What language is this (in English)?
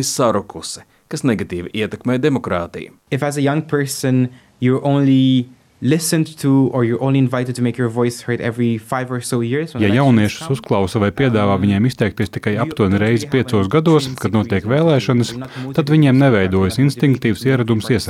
Latvian